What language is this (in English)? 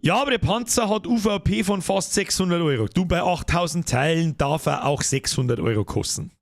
Bavarian